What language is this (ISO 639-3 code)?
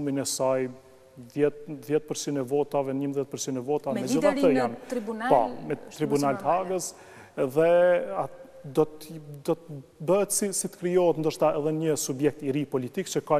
sqi